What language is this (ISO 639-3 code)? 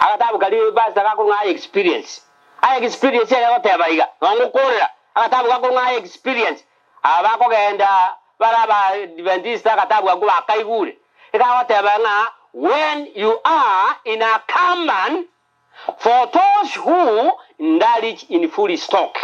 guz